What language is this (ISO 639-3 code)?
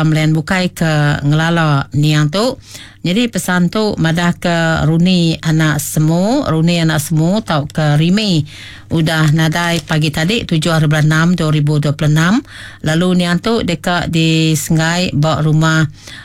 iba